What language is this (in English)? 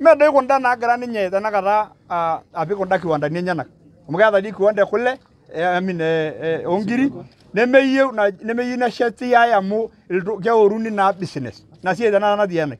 Masai